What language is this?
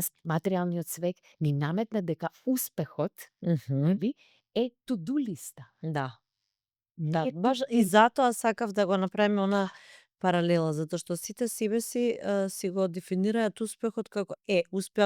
Macedonian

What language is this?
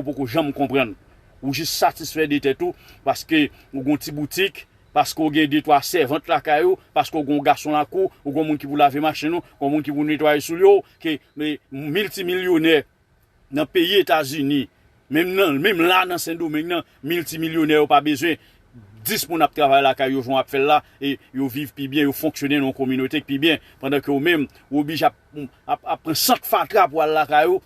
Haitian Creole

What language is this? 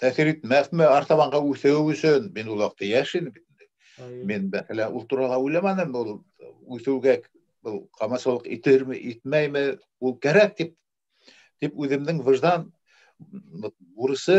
Bashkir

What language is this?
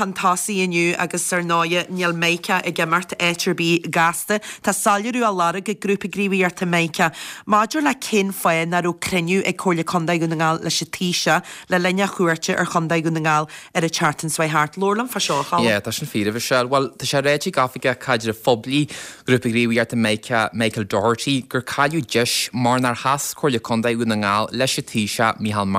Irish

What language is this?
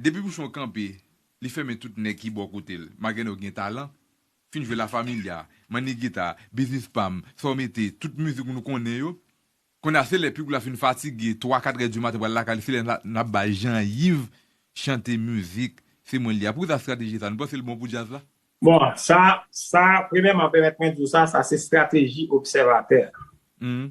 Haitian Creole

